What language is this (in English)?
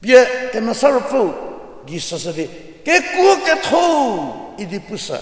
Angami Naga